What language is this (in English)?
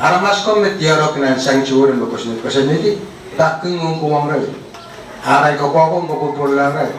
Pohnpeian